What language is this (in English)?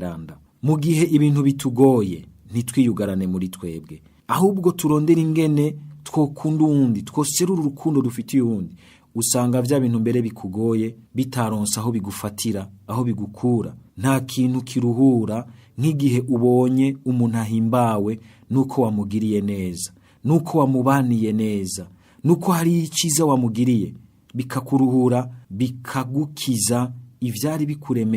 Rundi